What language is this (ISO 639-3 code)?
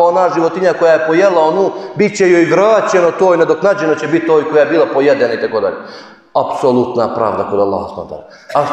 bos